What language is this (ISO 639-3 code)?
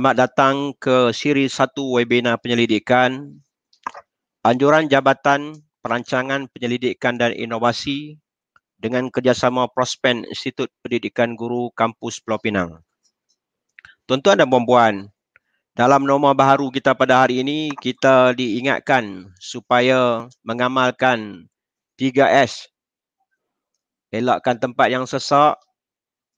msa